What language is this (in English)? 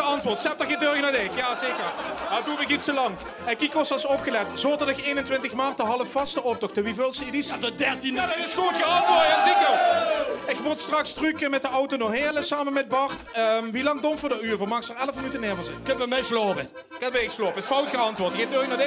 Limburgish